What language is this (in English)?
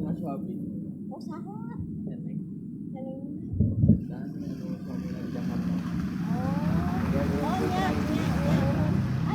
Sundanese